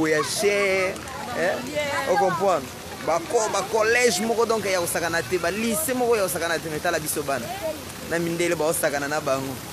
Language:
Lingala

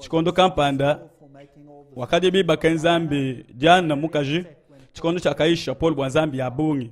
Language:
Luba-Lulua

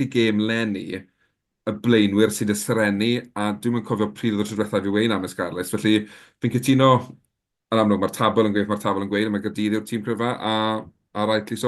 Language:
Welsh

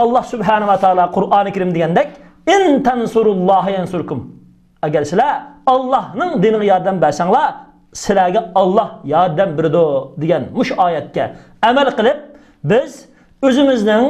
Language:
Uyghur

